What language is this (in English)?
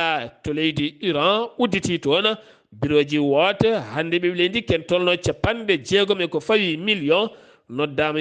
Fula